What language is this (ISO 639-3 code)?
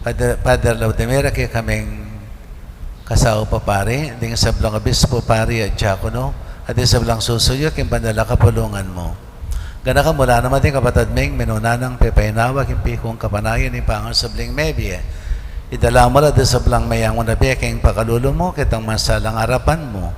pam